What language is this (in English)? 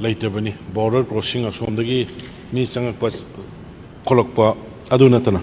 Manipuri